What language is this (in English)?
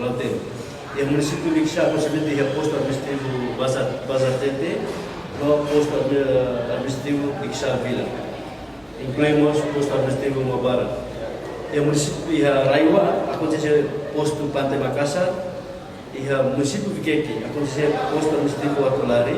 Tetum